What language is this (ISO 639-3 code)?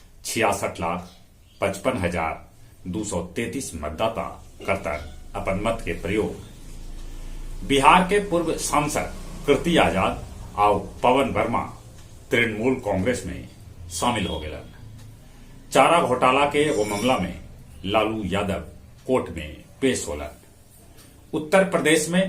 mag